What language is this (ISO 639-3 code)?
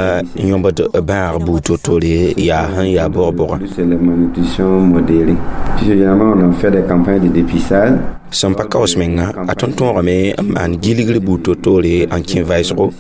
mos